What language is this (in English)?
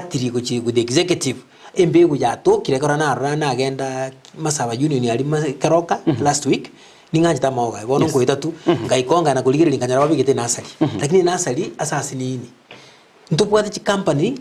Gusii